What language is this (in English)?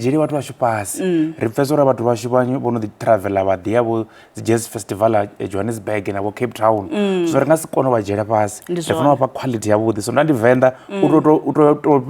Venda